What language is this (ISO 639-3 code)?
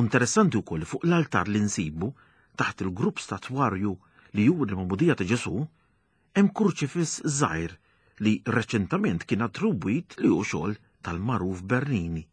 mlt